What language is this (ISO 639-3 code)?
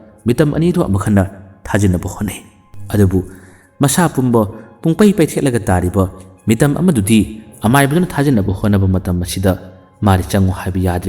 mni